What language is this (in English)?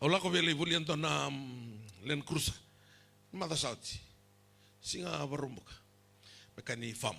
Fijian